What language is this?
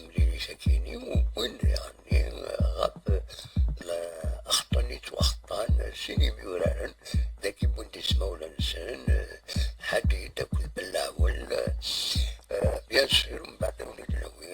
Kabyle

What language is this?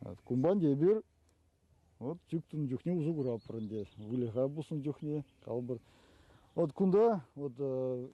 Chuvash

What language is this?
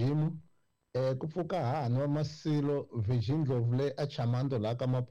Tsonga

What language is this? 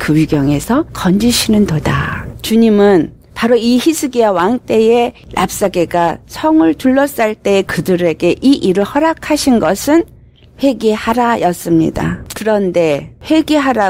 Korean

